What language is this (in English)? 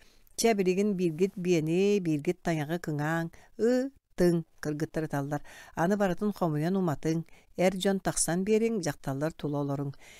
Yakut